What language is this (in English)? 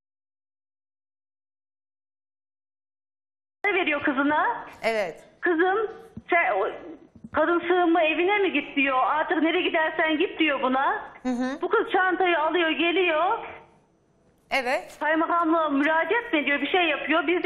Turkish